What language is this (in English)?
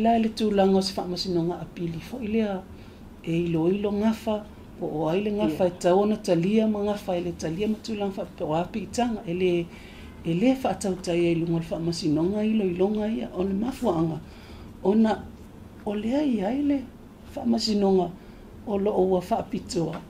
Samoan